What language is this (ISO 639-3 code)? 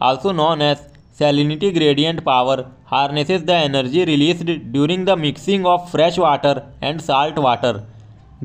eng